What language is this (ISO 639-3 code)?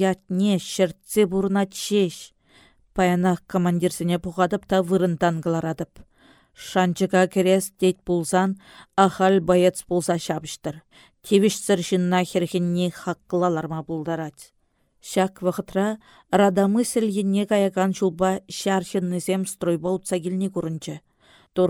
chv